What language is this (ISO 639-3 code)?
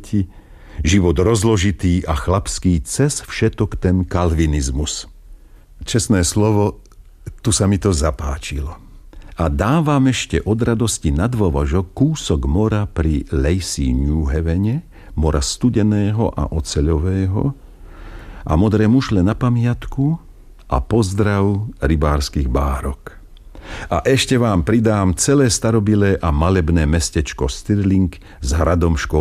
slk